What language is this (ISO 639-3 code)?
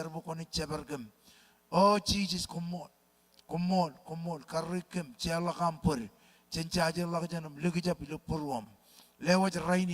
mah